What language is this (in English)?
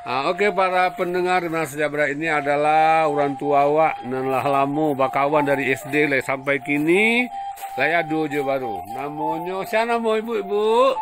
Minangkabau